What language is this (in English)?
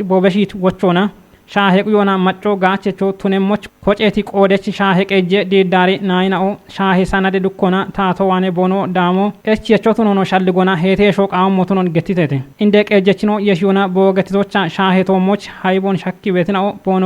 Kafa